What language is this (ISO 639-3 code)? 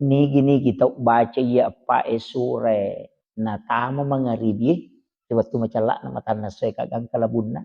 bug